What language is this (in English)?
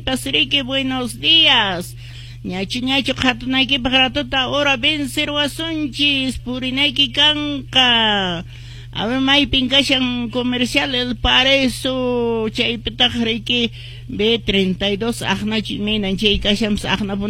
Quechua